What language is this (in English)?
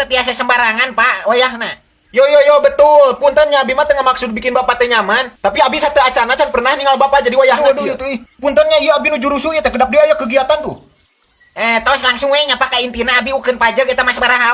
Sundanese